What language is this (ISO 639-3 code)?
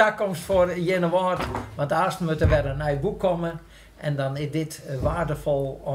fry